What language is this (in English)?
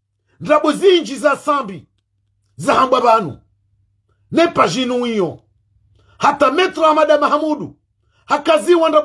Ngazidja Comorian